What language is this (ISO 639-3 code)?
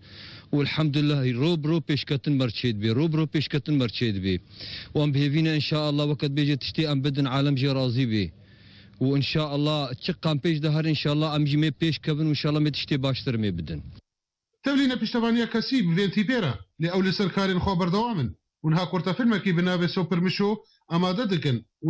kur